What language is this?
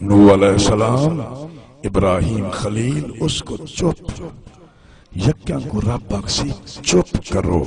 Saraiki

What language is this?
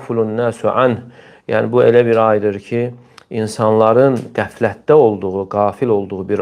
Azerbaijani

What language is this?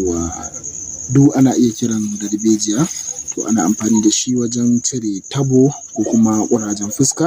Hausa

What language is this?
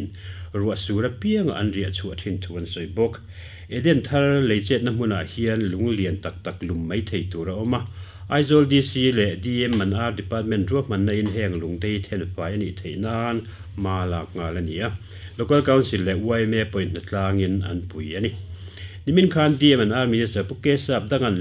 Mizo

